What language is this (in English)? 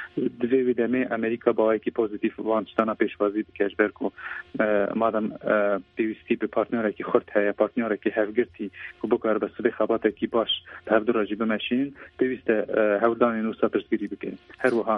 Kurdish